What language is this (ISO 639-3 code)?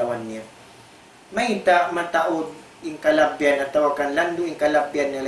tsg